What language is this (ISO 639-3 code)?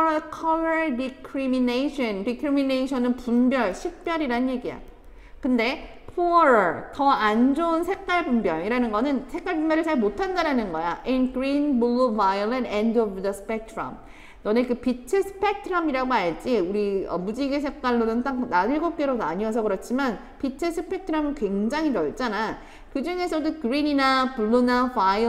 kor